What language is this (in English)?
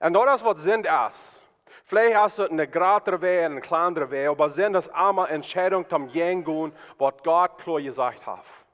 Plautdietsch